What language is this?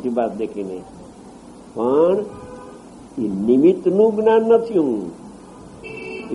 Gujarati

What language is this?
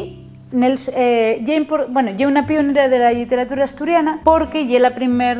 Asturian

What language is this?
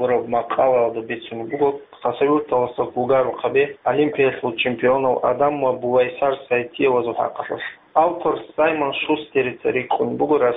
Avaric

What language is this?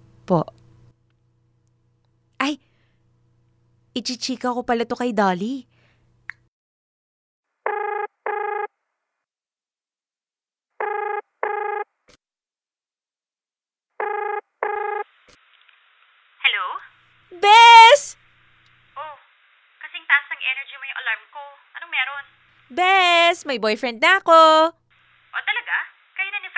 Filipino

